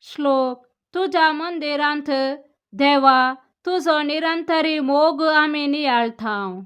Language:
Konkani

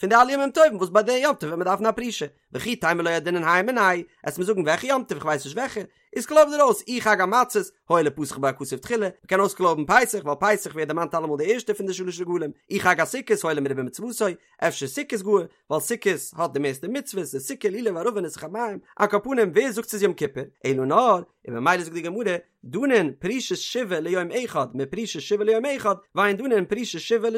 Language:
Yiddish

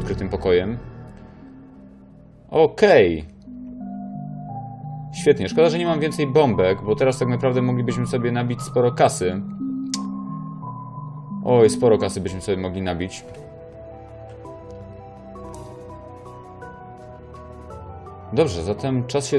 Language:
Polish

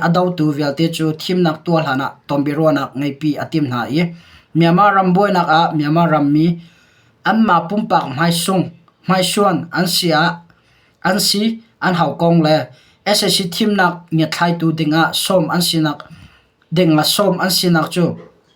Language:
Hakha Chin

